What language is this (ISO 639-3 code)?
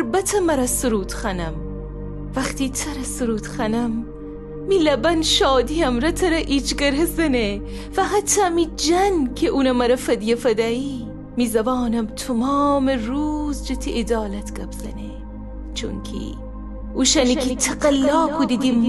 glk